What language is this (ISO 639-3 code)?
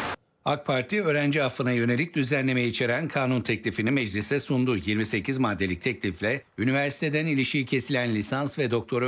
tur